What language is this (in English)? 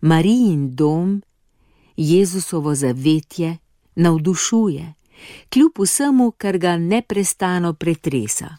Slovenian